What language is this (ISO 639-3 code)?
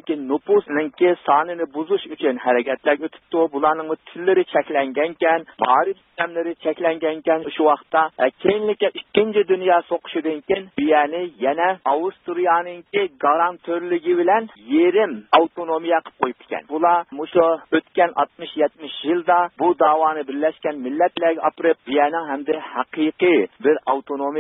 uig